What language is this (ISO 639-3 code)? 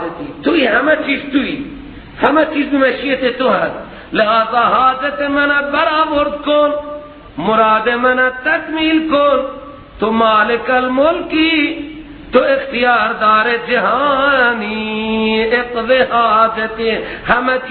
fas